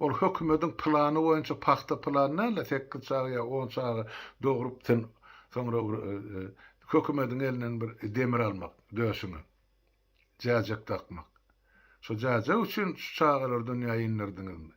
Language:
Turkmen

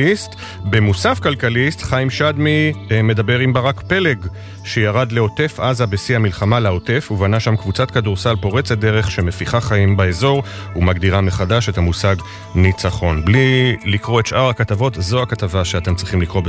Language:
Hebrew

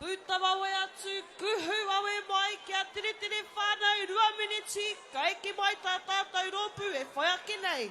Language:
Māori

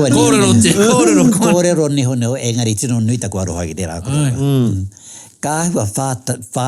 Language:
Māori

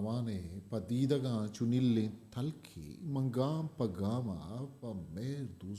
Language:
Eastern Balochi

